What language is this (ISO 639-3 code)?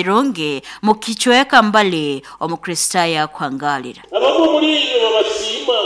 nyo